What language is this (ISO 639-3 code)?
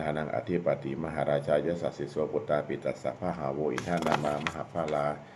pli